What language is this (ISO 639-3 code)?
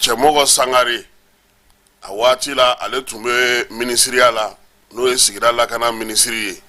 bam